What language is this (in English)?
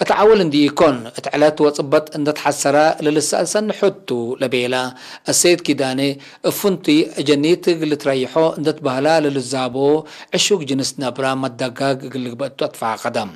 Tigre